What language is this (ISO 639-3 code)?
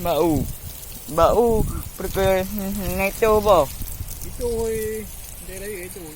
ace